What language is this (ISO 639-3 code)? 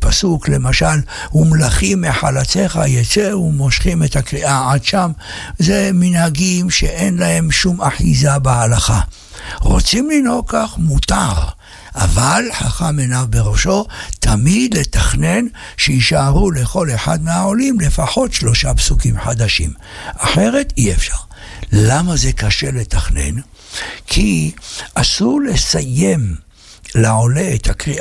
heb